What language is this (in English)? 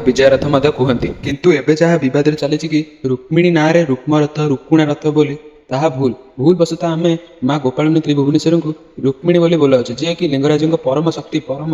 Odia